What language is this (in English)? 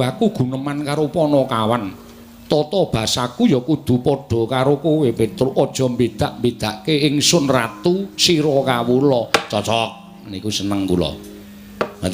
Javanese